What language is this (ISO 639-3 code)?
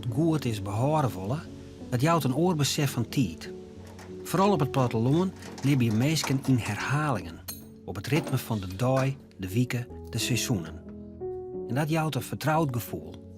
fry